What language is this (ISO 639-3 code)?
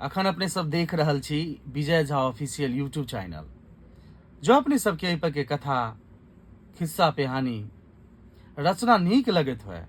mai